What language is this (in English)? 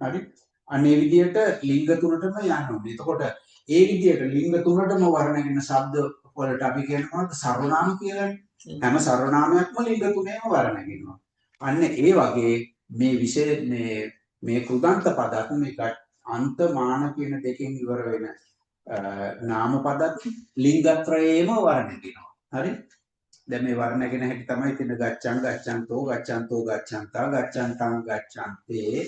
Sinhala